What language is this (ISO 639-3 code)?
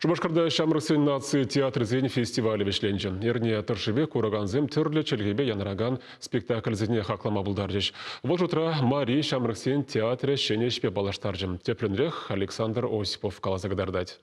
chv